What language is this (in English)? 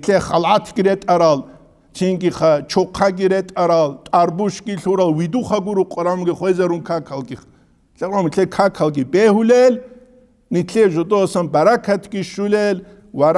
Avaric